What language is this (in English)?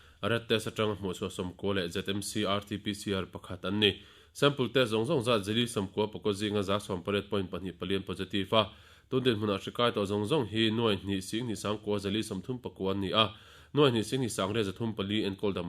Mizo